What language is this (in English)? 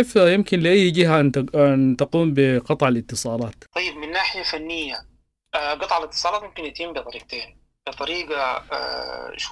Sudanese Arabic